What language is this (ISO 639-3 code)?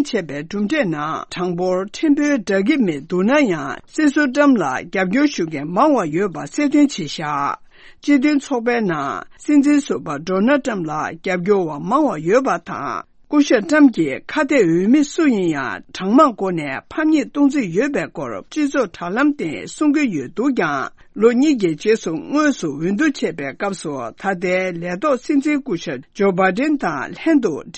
bod